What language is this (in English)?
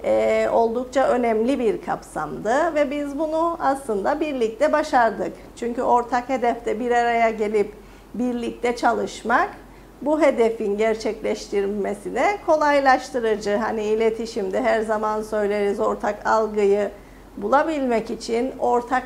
Turkish